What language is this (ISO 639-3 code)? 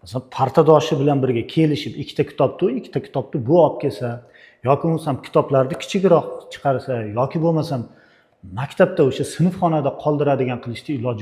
uzb